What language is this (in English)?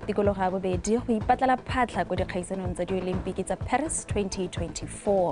Tswana